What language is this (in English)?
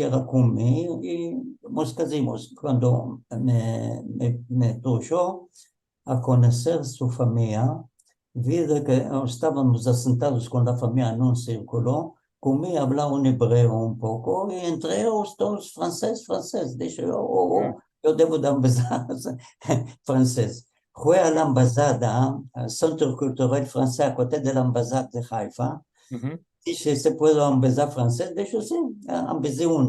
Ladino